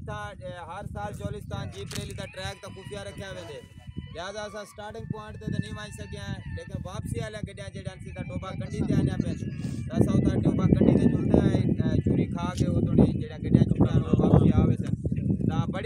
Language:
Saraiki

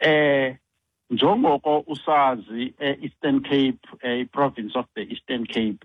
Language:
Xhosa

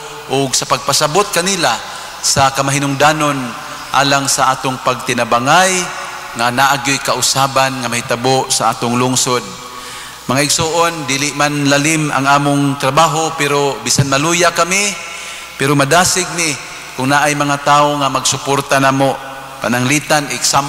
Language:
Cebuano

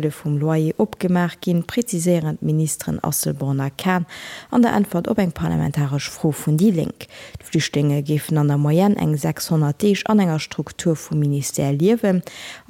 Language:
Luxembourgish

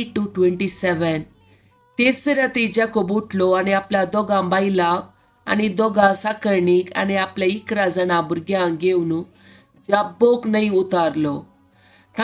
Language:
Konkani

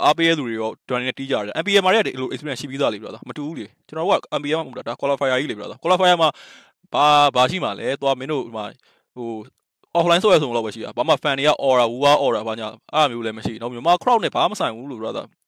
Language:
Burmese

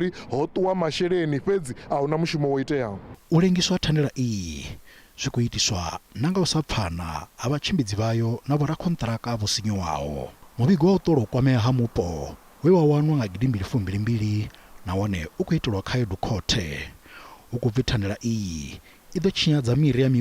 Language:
Venda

